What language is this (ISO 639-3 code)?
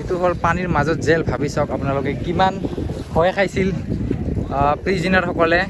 asm